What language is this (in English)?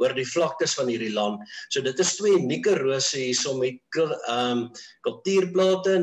Afrikaans